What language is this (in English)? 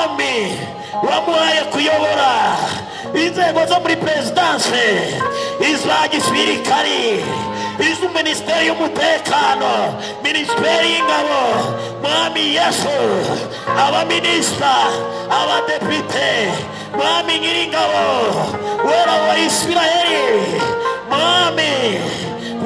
Kinyarwanda